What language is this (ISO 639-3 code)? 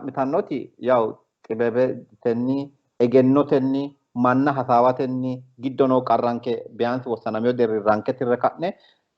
sid